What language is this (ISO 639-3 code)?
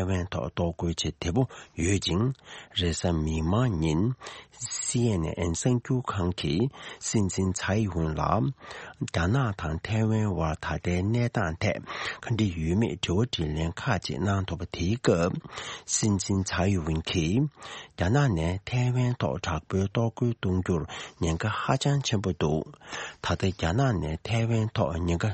bod